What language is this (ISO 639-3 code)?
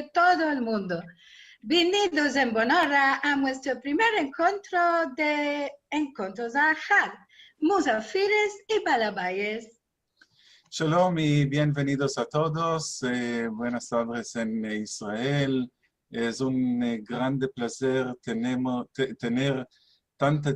lad